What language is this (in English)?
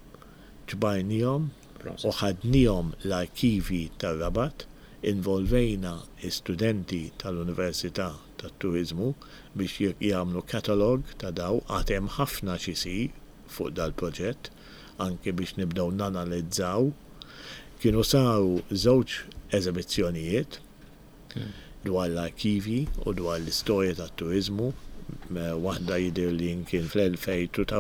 Maltese